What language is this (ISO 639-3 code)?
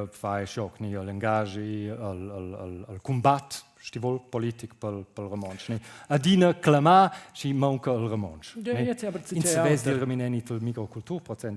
roh